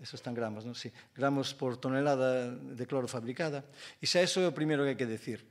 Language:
Galician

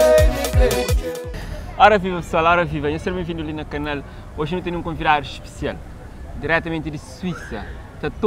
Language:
Kabuverdianu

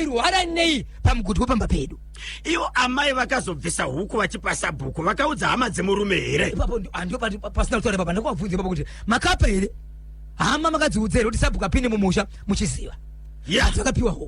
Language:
Shona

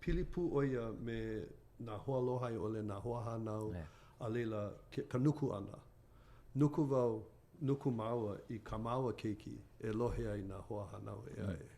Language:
Hawaiian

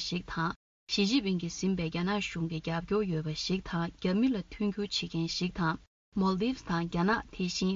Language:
Tibetan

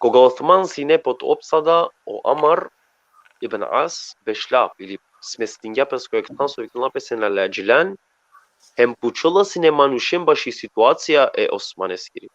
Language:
Balkan Romani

